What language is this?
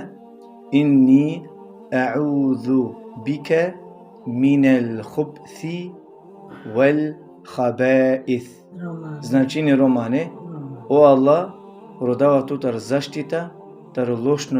Balkan Romani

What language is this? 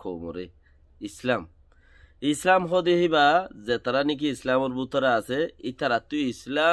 Rohingya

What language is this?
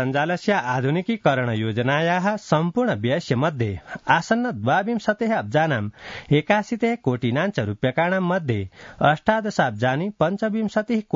Sanskrit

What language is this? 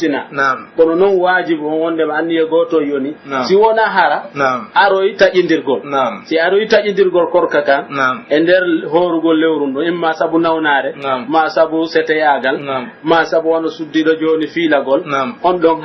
Pular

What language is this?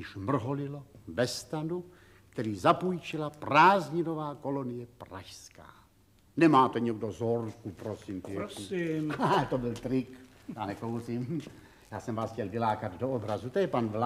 Czech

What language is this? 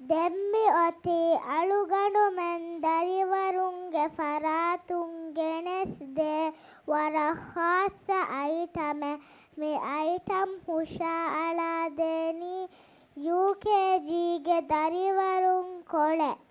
Divehi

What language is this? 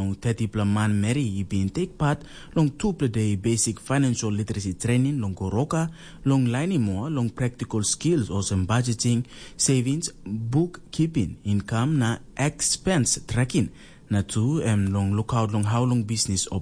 Tok Pisin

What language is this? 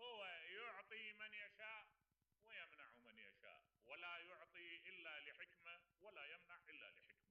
Mesopotamian Arabic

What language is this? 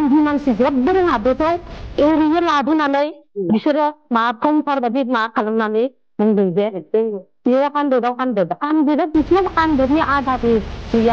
Bodo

